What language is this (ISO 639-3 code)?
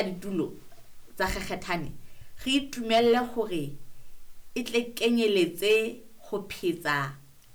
sot